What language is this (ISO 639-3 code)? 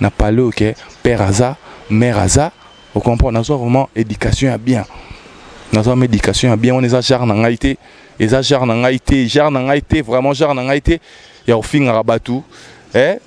lin